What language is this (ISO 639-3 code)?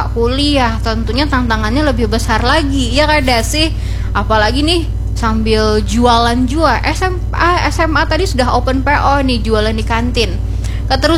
bjn